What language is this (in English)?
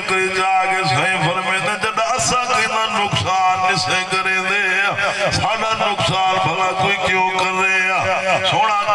Saraiki